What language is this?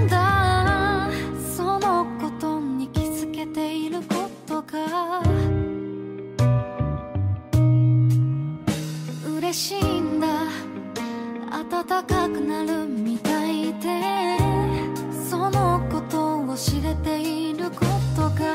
Japanese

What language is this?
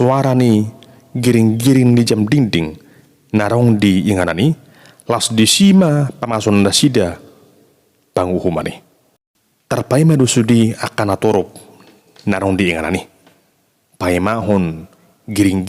Batak Toba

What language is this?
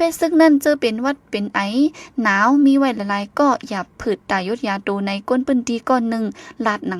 Shan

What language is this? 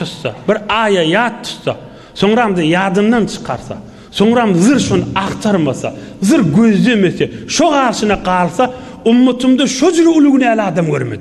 Turkmen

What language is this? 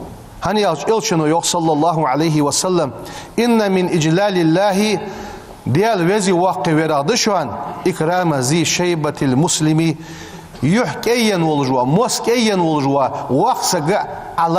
Ingush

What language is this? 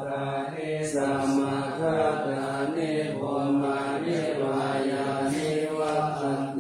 Pali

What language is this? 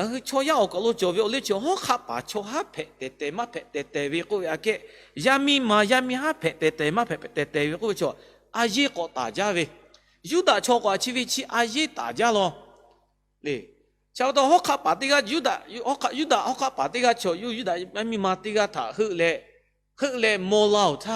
Lahu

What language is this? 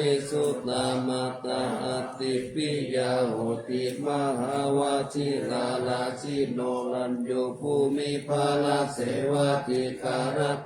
Pali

